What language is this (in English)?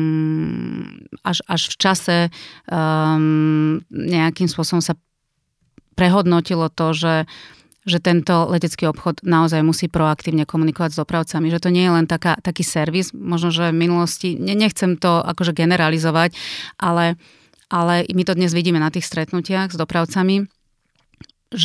Slovak